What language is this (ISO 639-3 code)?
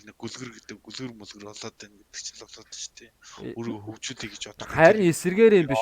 mon